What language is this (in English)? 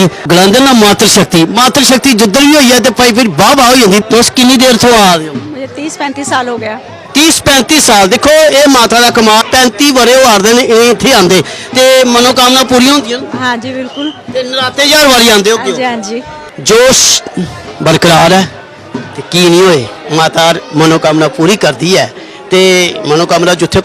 Dogri